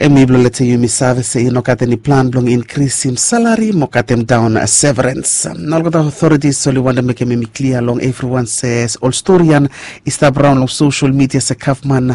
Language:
Bislama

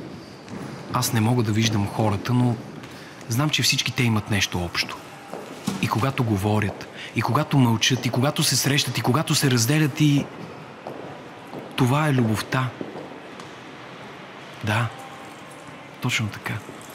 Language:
Bulgarian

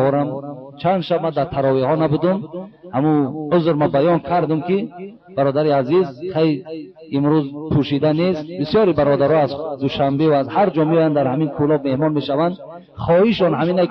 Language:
Tajik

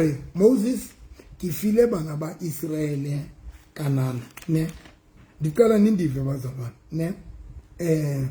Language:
Southern Sotho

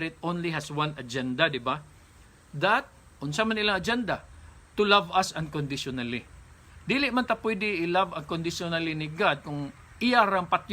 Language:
Cebuano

